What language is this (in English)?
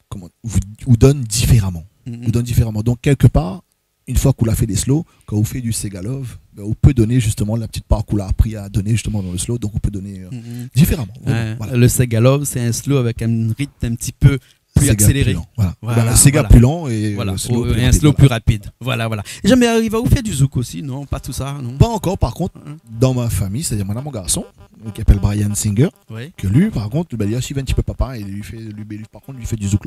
Réunion Creole French